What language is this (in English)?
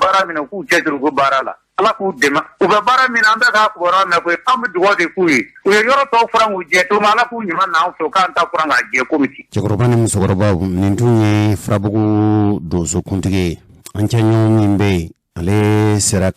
Bambara